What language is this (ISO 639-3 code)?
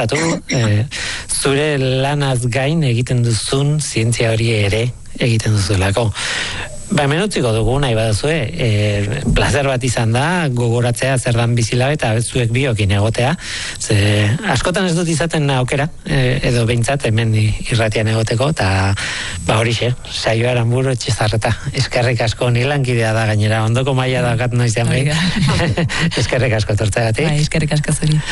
eus